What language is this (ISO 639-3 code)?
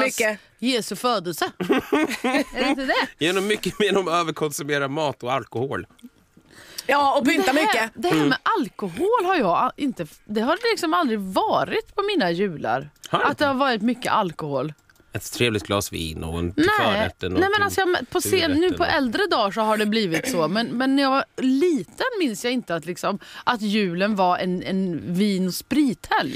swe